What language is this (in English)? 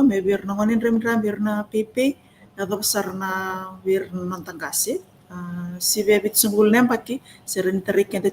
Fijian